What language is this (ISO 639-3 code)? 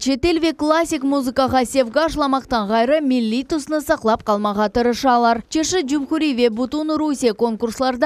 crh